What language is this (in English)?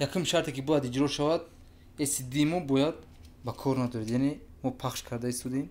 Tajik